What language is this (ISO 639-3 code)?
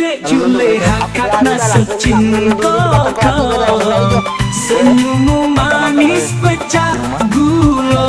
mui